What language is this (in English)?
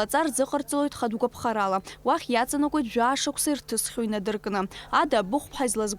Abkhazian